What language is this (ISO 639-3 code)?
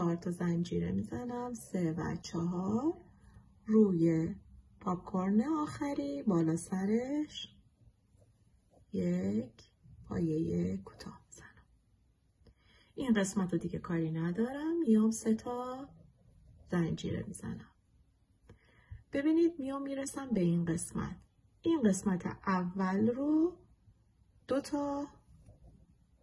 fas